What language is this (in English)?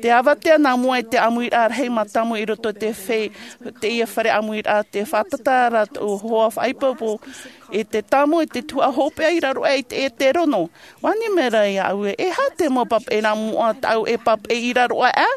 Tahitian